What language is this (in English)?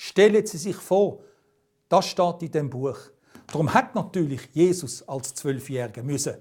Swiss German